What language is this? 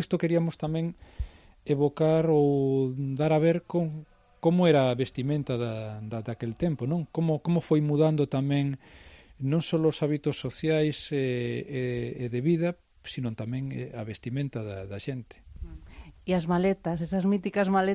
Galician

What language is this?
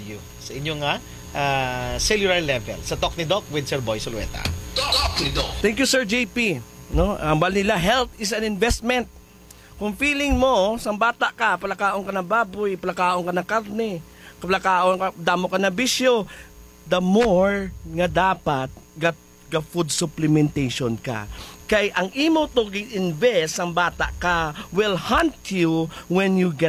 Hiligaynon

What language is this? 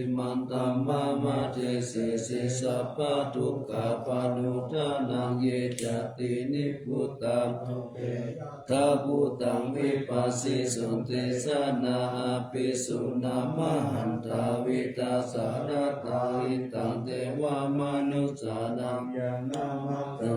Pali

